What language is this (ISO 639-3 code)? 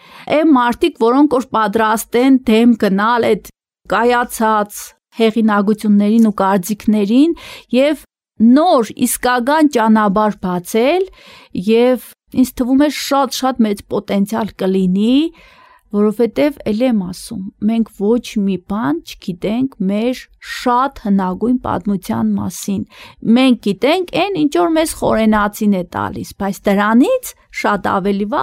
hye